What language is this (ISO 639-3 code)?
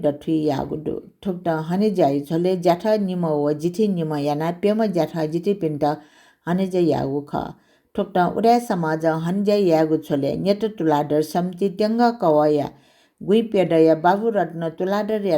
new